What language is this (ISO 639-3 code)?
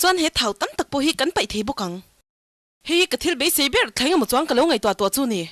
lus